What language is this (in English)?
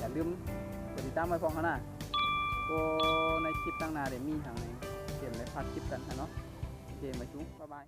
Shan